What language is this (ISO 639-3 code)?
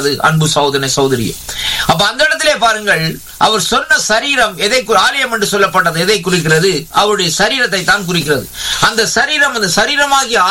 tam